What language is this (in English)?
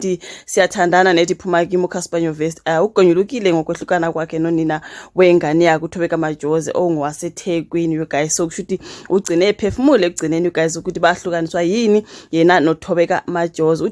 Zulu